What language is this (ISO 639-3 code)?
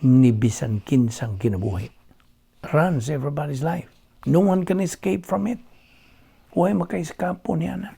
ceb